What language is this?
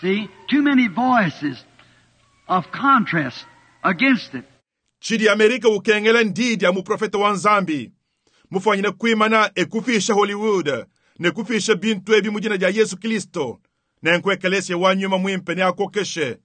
Luba-Lulua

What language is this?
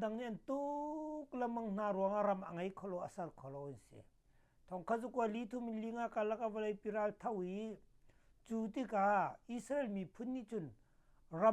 Hakha Chin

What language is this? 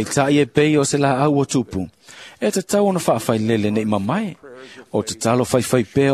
Samoan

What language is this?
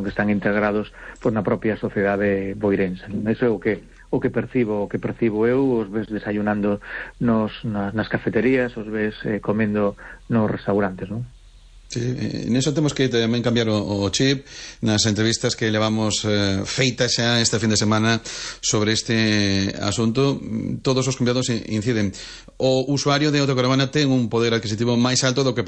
Galician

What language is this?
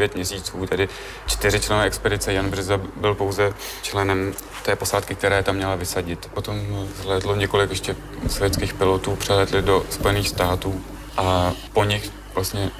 Czech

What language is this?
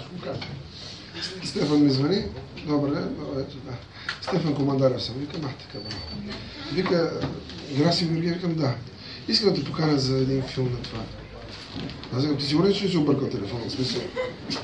Bulgarian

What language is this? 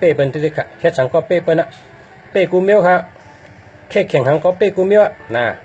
Shan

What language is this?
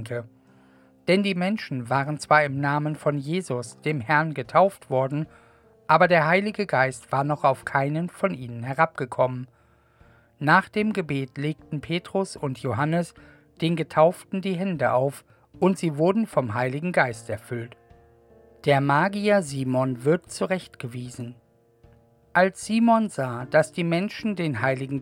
German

